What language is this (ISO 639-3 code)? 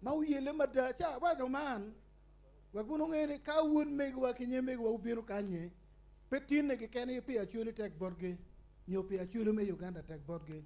ach